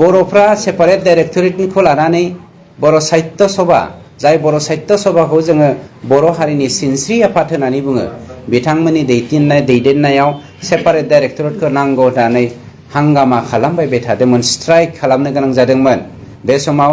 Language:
Bodo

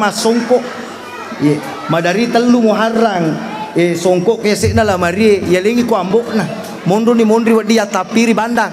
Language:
Buginese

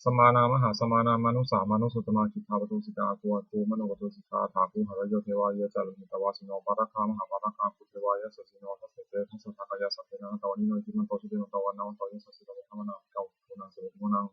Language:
Pali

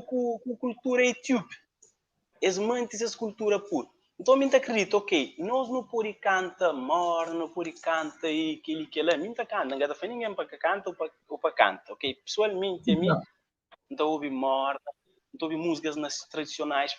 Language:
Kabuverdianu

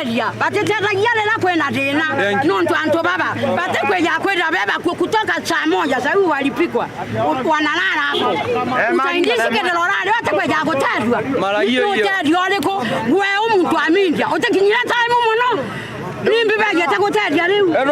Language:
Meru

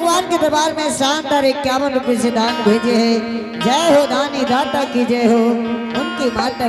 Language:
Angika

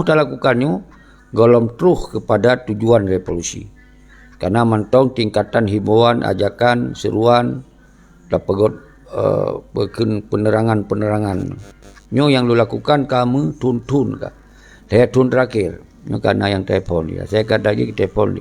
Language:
Achinese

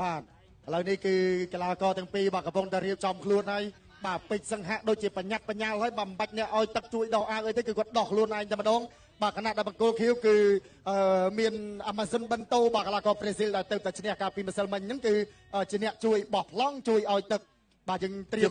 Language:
Khmer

